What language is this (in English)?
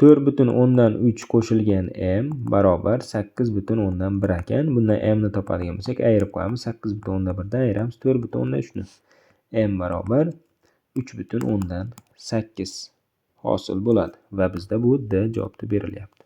Uzbek